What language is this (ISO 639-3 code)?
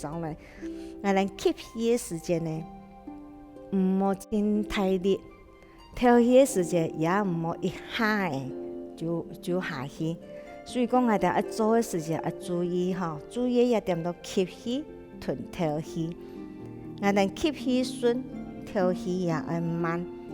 hak